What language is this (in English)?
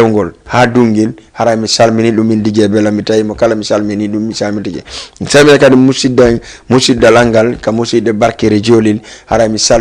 Fula